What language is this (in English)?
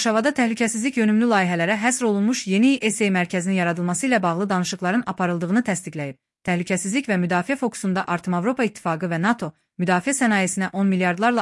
Azerbaijani